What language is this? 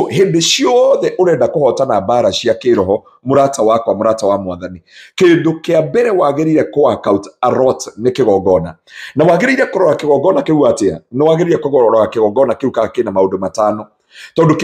Kikuyu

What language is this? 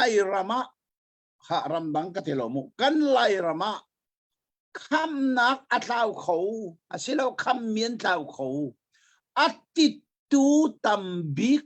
Hakha Chin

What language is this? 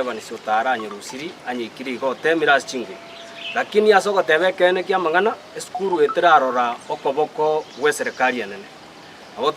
Gusii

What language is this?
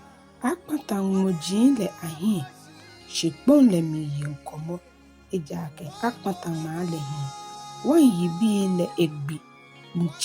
Ga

